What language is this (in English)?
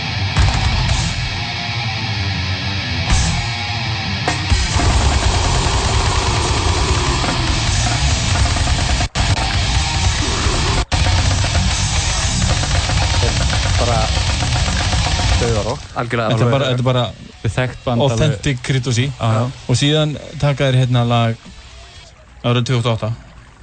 Icelandic